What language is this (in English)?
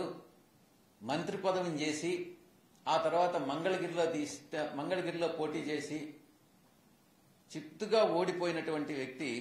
Telugu